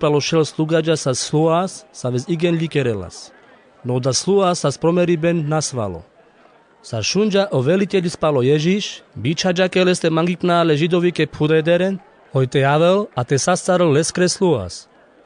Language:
Carpathian Romani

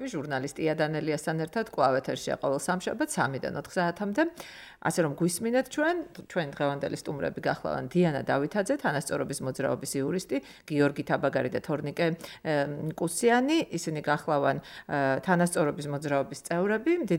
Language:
Georgian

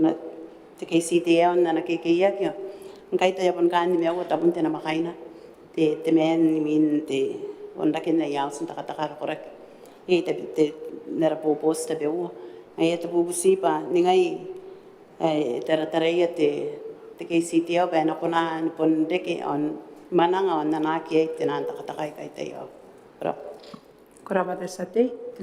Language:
Gilbertese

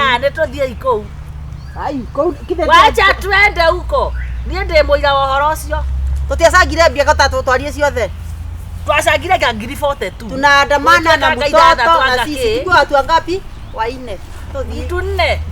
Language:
Kikuyu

